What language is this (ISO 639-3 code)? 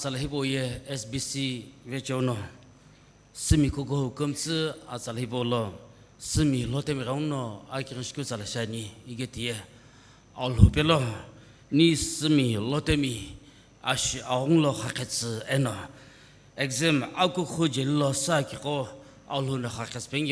nsm